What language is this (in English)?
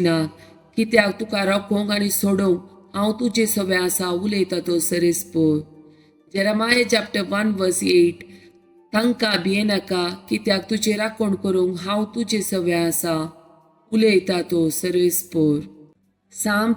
Konkani